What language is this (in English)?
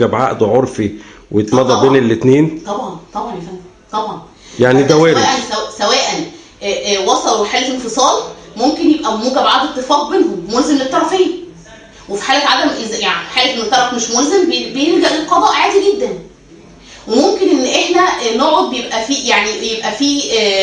Egyptian Arabic